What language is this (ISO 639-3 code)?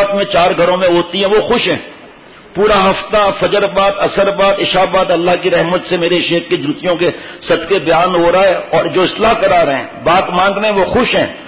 urd